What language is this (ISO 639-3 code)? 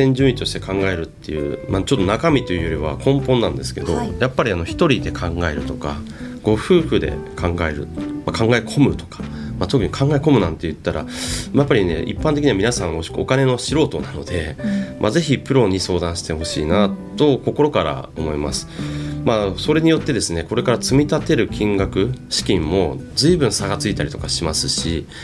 jpn